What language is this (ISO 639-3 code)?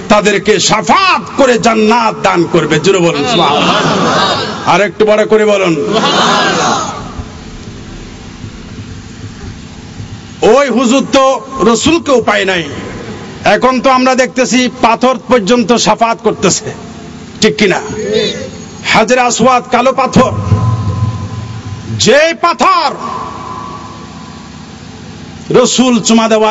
ben